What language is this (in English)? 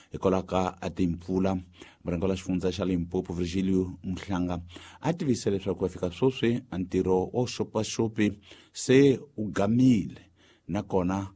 Tsonga